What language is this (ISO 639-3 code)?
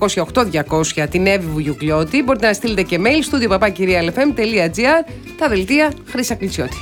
ell